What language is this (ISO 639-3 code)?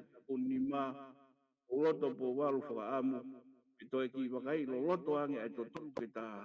ton